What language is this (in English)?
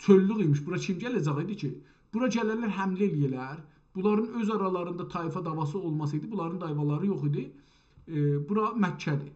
South Azerbaijani